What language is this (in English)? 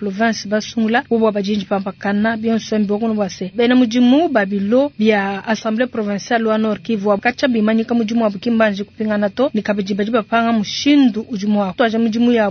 Luba-Lulua